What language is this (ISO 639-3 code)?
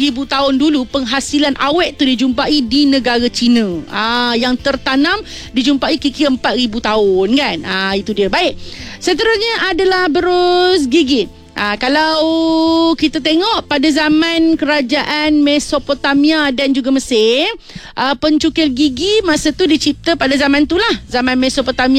msa